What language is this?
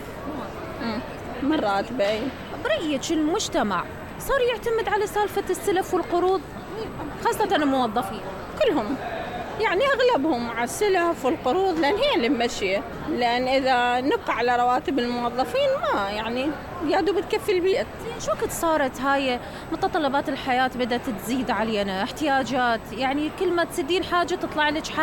Mesopotamian Arabic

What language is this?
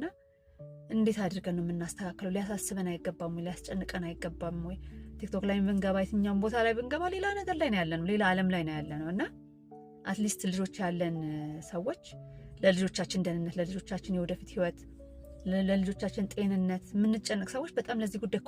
Amharic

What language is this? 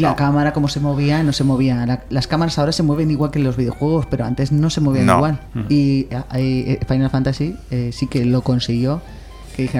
Spanish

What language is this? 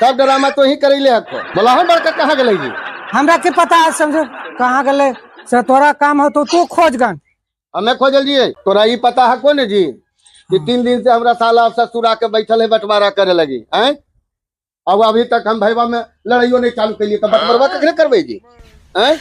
Magahi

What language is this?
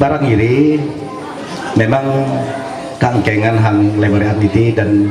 Ma'anyan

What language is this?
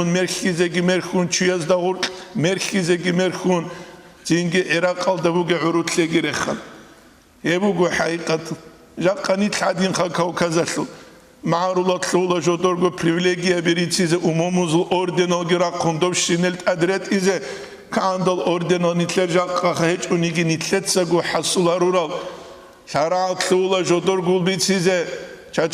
Avaric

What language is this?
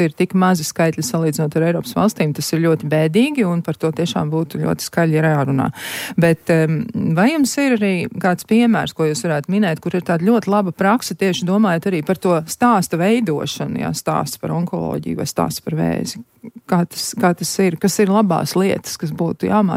Latvian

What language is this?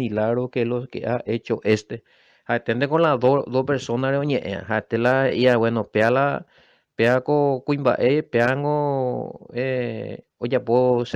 Guarani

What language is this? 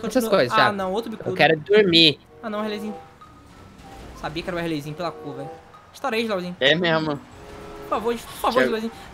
Portuguese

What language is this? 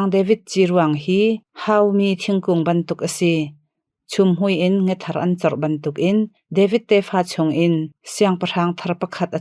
Hakha Chin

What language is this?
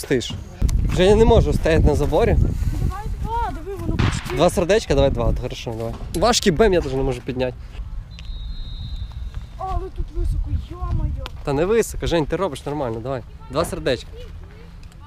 Ukrainian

